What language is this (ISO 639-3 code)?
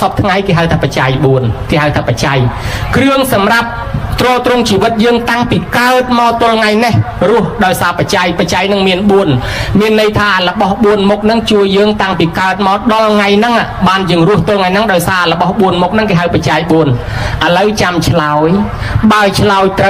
khm